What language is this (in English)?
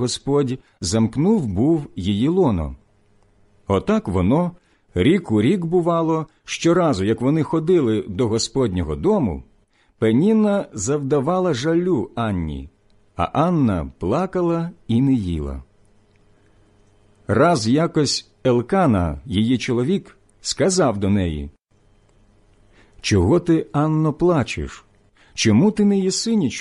Ukrainian